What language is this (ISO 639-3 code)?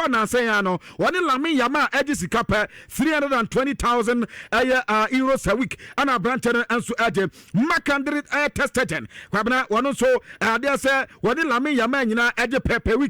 aka